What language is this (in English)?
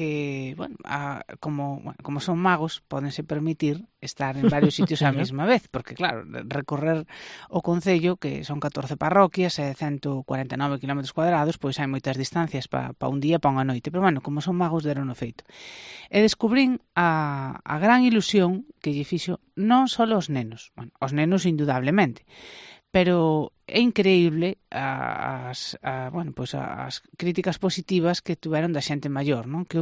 Galician